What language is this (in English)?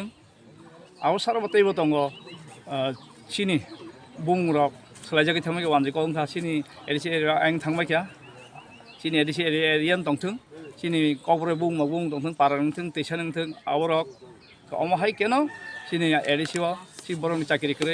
Kok Borok